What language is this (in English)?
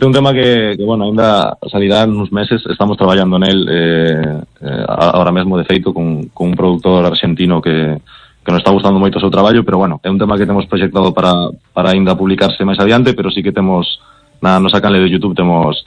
Galician